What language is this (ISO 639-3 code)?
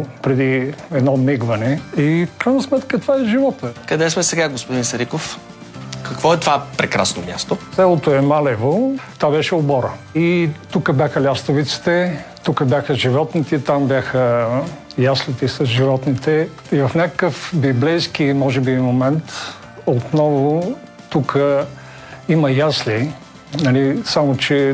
bul